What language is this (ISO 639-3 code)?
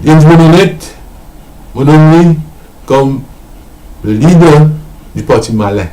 mfe